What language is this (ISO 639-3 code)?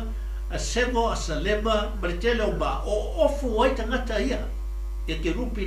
smo